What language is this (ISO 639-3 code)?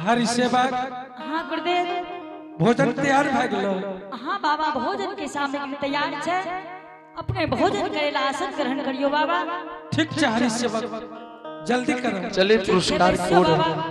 anp